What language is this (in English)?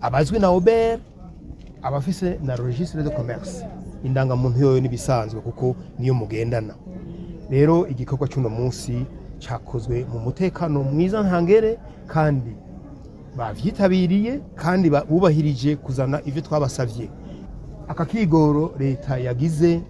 Rundi